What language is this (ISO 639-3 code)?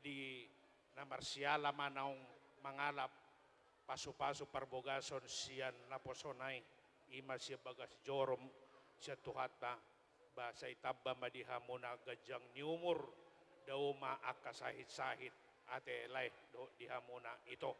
bbc